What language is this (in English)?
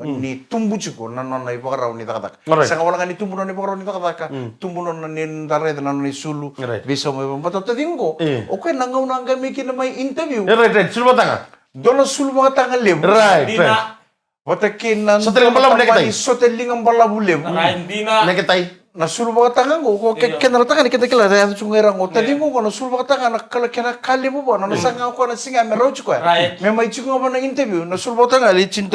Fijian